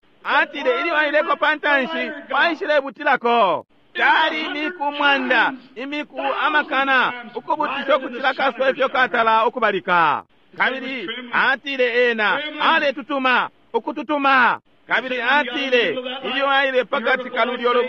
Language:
Bemba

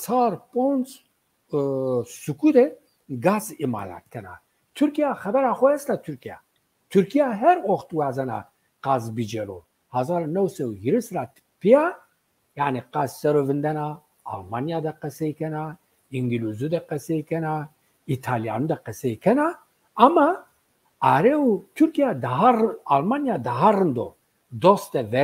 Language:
Zaza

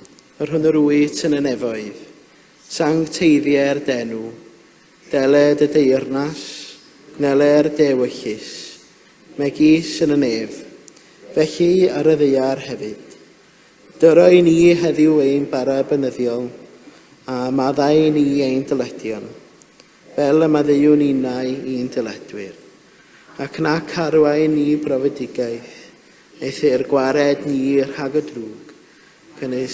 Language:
Welsh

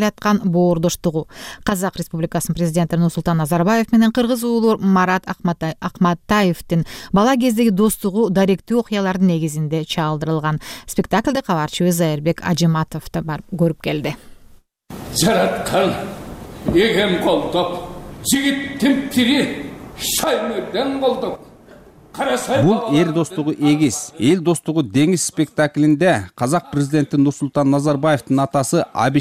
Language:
Kyrgyz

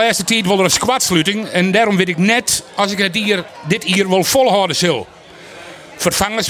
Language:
Western Frisian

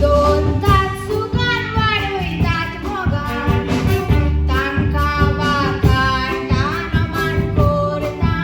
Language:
Konkani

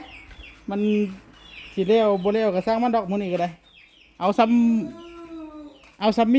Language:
Northeastern Thai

